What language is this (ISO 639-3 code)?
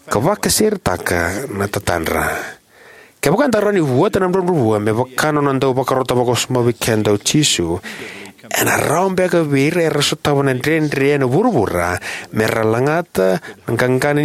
fij